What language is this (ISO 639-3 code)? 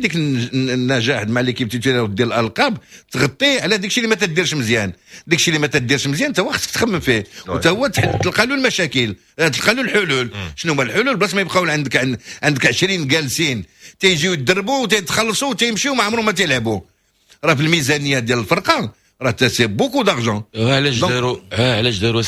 ary